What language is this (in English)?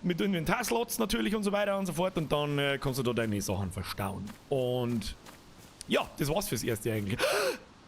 Bavarian